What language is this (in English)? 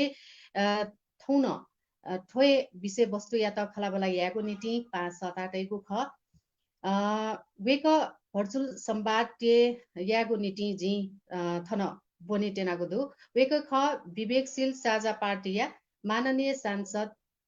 Newari